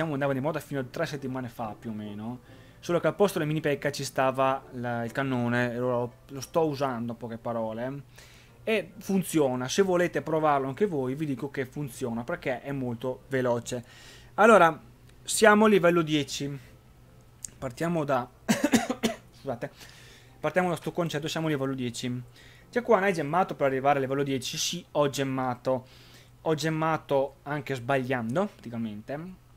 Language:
Italian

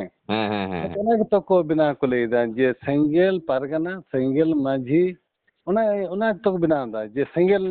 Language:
Santali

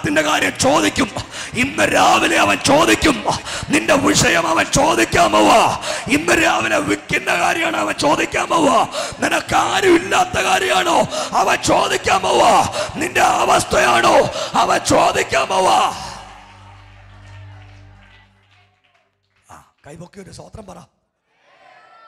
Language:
Malayalam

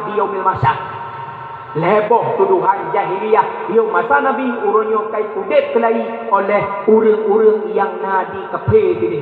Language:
Achinese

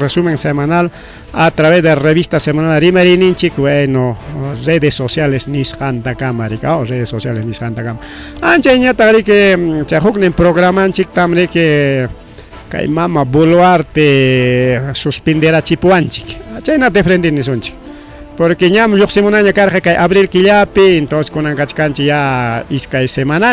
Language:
Ayacucho Quechua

